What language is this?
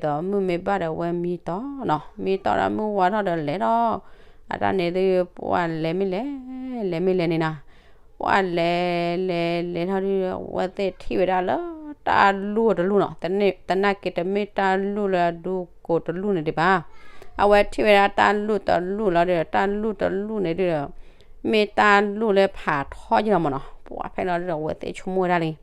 S'gaw Karen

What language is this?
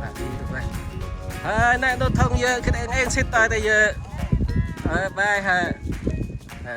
Central Mnong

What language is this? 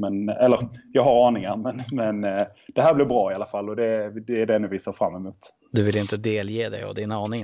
Swedish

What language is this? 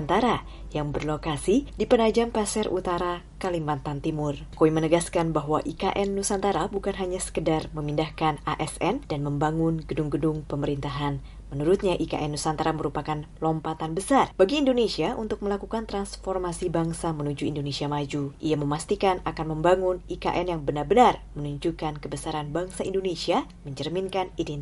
Indonesian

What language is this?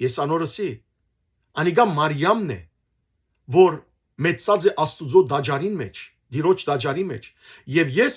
Western Armenian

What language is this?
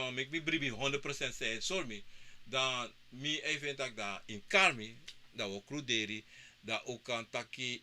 Sranan Tongo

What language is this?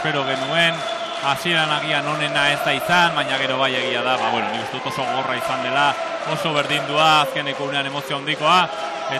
Basque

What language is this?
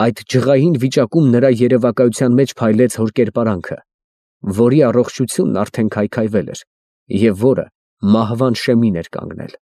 Armenian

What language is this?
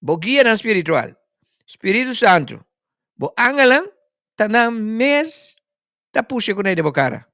Papiamento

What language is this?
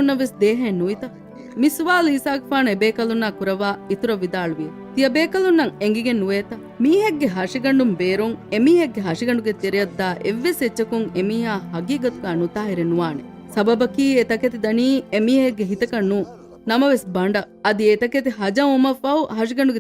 Divehi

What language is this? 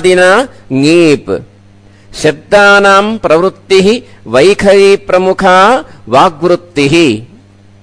Sanskrit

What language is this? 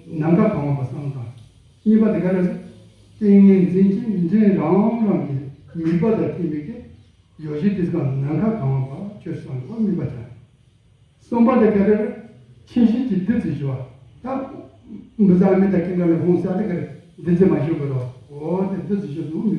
Tibetan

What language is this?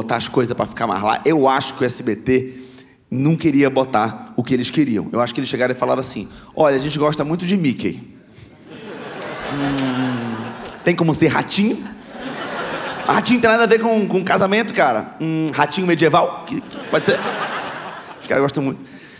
Portuguese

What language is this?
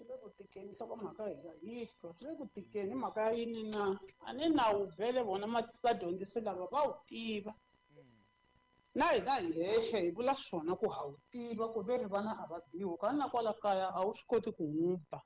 Tsonga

